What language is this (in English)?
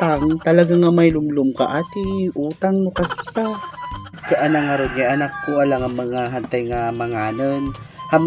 Iloko